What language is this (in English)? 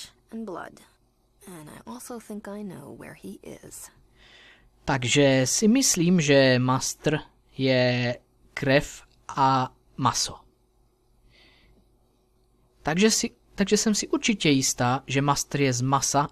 Czech